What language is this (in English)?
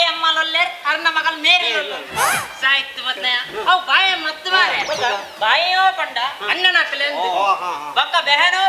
Tulu